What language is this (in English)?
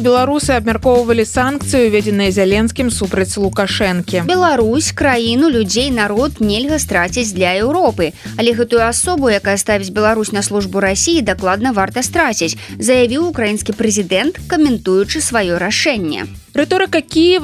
Belarusian